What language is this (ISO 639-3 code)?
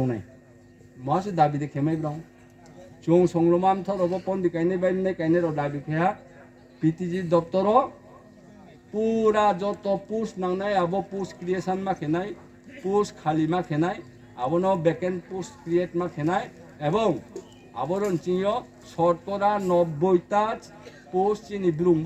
ria